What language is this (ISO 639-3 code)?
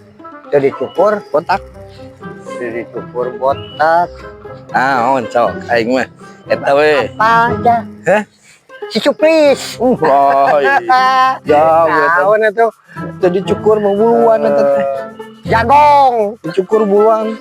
sun